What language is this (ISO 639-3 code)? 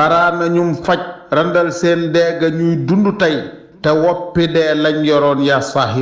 wol